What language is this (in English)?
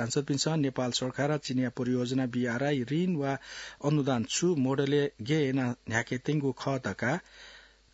Newari